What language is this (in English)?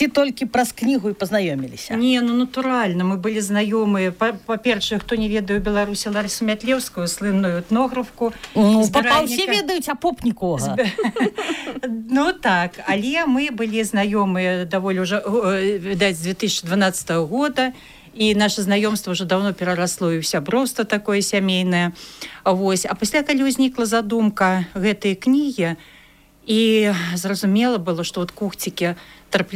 Belarusian